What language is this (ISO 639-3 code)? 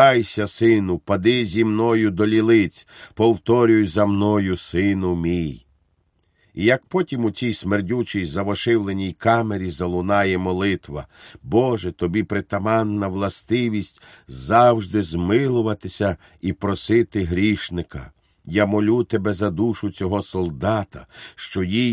ukr